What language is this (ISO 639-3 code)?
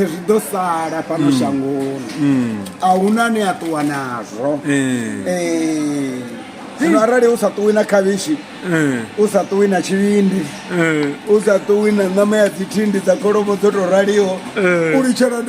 ven